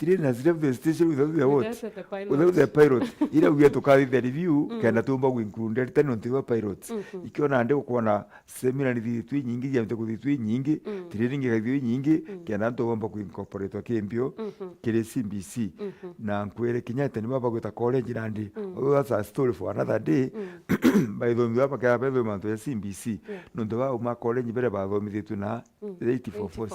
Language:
Meru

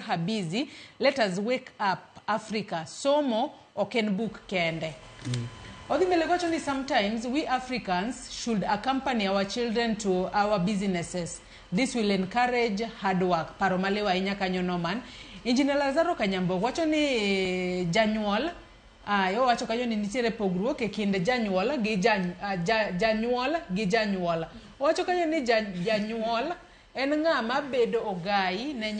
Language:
Luo (Kenya and Tanzania)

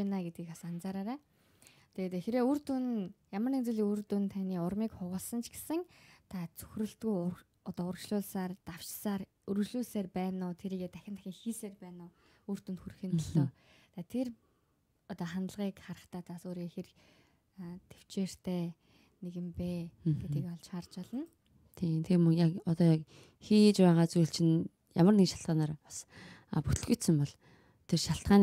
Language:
Mongolian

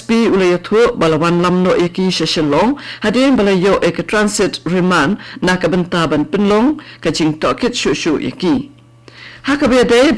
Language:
Khasi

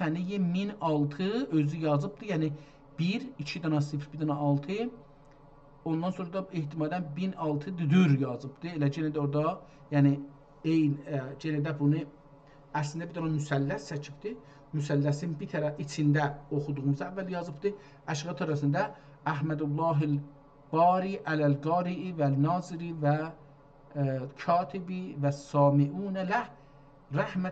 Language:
South Azerbaijani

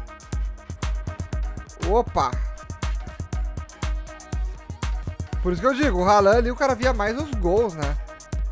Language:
Portuguese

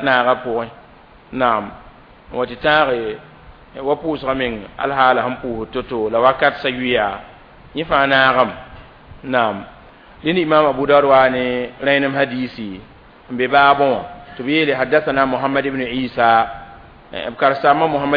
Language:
Mossi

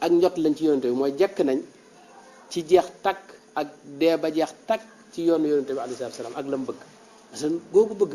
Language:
Wolof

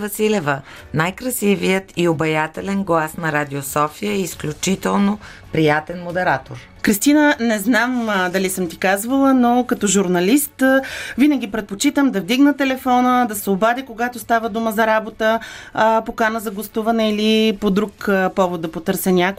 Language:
Bulgarian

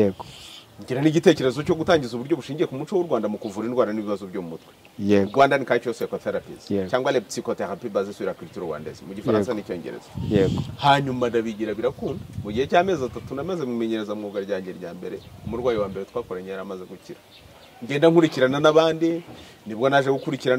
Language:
Kinyarwanda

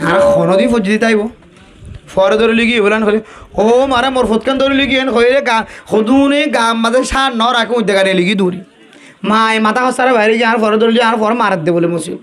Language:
Rohingya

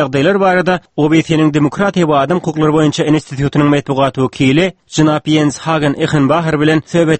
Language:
Turkmen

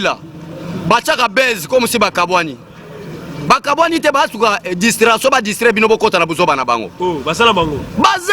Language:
Lingala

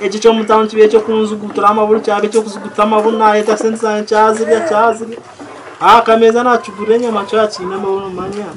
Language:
Nyankole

